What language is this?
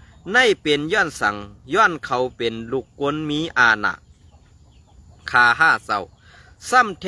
Shan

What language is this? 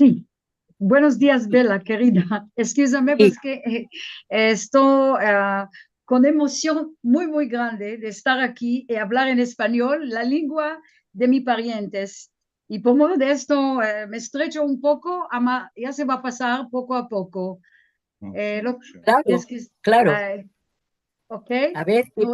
Ladino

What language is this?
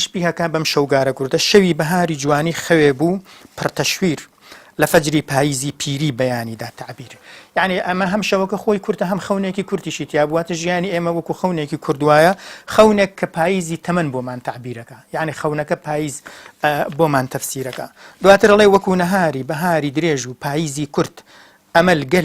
Central Kurdish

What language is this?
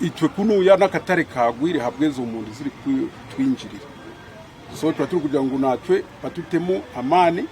Nyankole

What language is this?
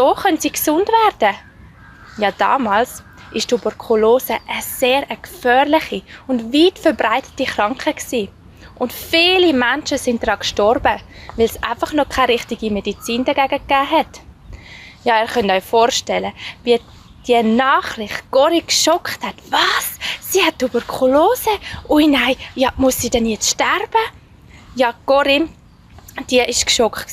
Swiss German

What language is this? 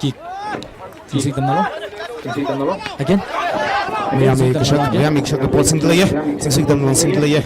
Tangkhul Naga (India)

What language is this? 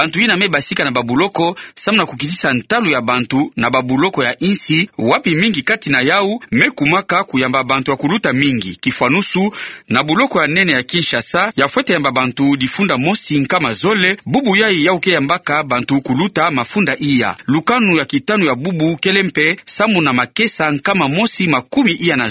Kituba (Democratic Republic of Congo)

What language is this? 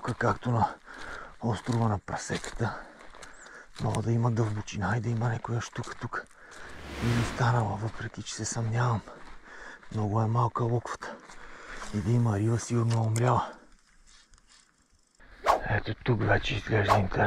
Bulgarian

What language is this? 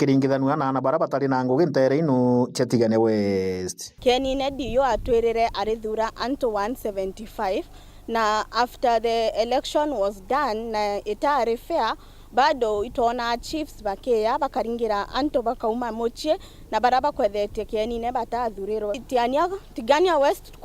Meru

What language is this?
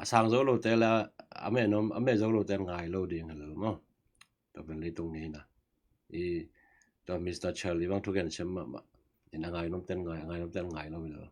Tedim Chin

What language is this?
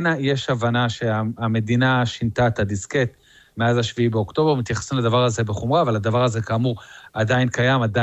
Hebrew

